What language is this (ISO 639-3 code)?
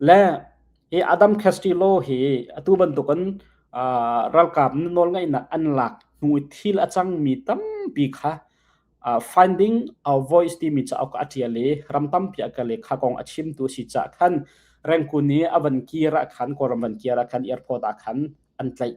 cnh